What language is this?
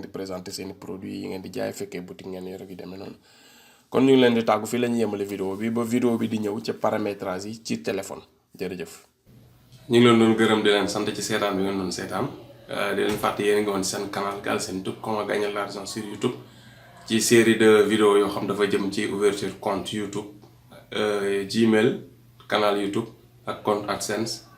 Wolof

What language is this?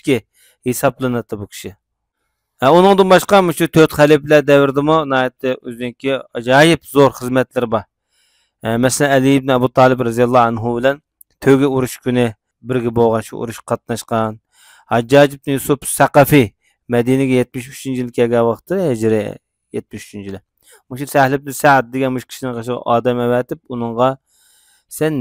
Uyghur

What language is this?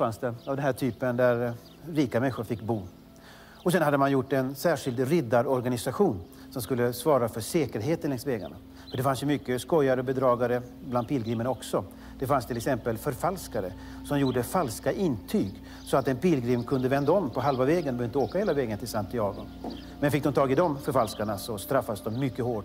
Swedish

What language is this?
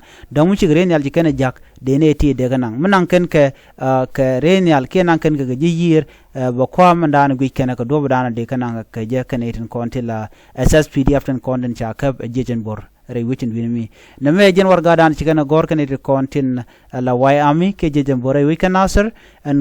Nuer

